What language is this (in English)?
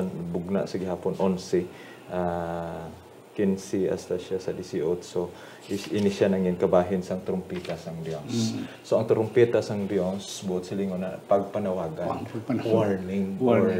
Hiligaynon